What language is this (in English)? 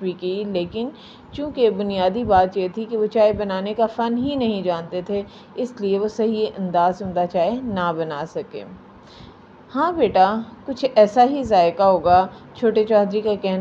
Urdu